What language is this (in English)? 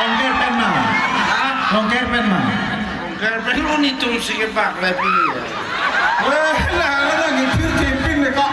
Karbi